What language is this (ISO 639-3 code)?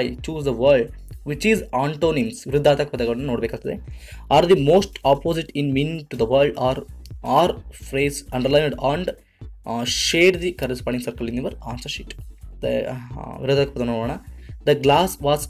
kan